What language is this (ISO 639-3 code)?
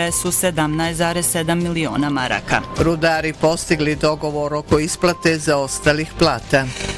bos